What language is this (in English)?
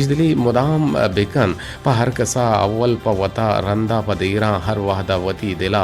Eastern Balochi